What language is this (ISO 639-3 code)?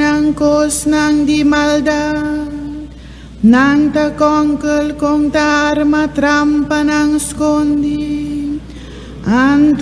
pap